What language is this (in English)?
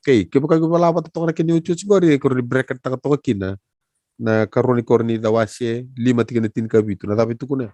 Fijian